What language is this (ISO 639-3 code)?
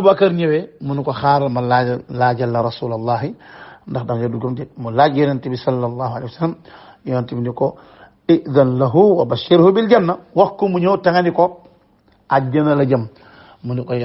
wol